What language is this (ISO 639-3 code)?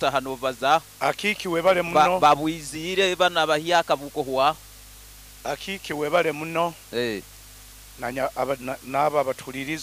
nyo